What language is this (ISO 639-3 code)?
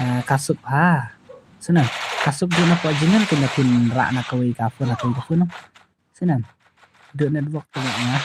kha